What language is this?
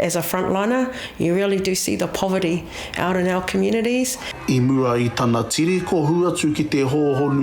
Māori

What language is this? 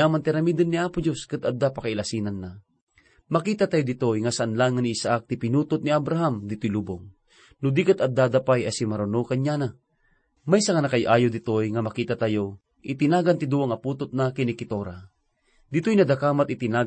Iloko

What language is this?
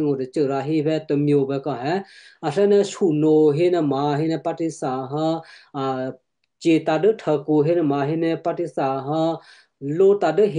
Western Kayah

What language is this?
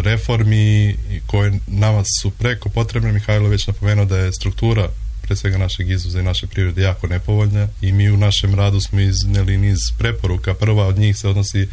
Serbian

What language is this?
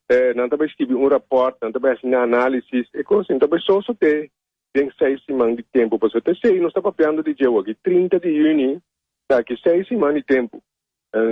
Papiamento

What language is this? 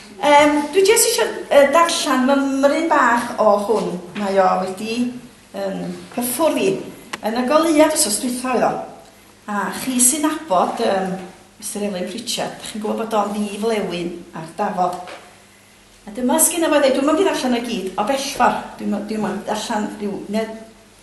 Welsh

